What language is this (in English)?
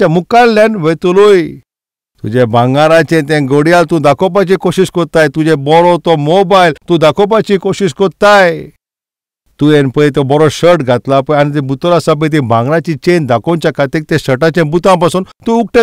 Konkani